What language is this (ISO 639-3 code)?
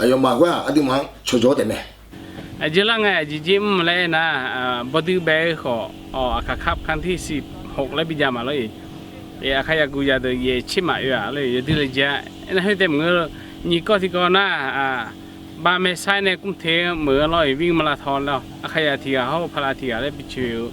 ahk